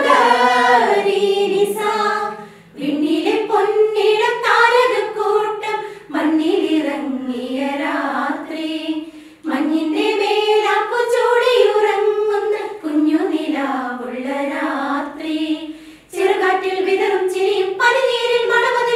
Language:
Malayalam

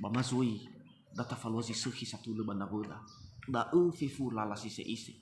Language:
Nias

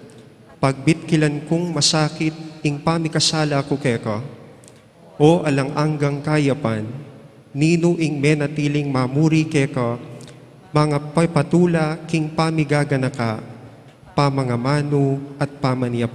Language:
Pampanga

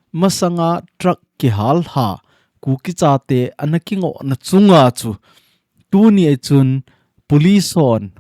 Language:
Thado Chin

